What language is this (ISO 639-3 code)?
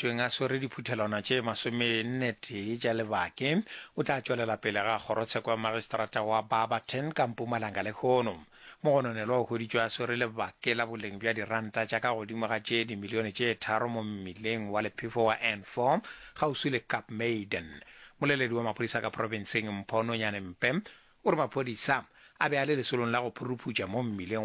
nso